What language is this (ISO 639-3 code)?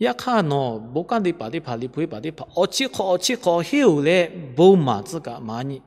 lhu